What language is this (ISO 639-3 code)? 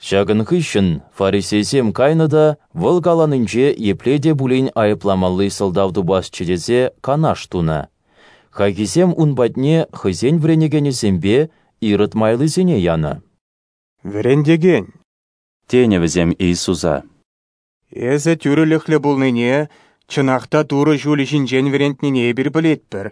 chv